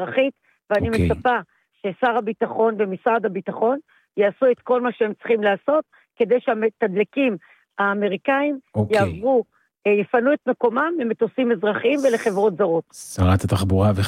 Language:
Hebrew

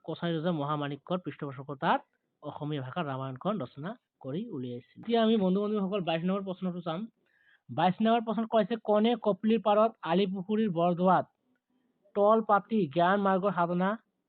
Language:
Assamese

